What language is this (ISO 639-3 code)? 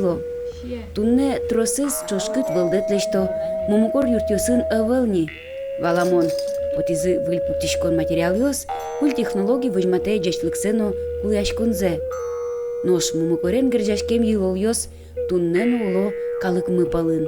udm